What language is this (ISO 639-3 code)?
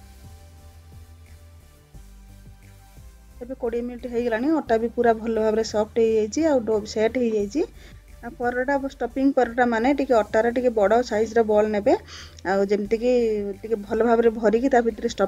ori